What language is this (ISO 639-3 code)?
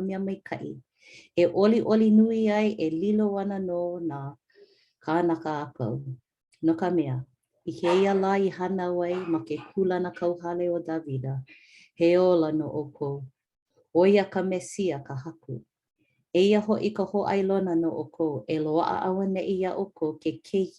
haw